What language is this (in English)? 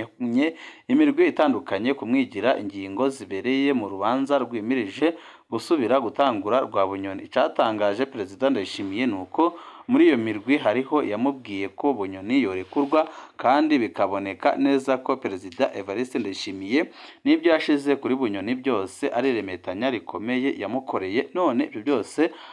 Rundi